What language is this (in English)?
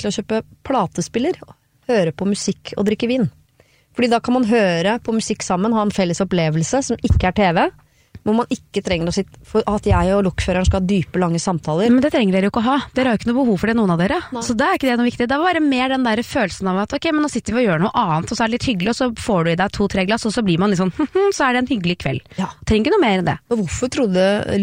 Norwegian